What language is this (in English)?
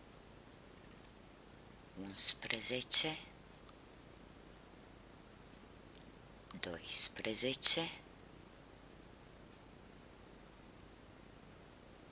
Romanian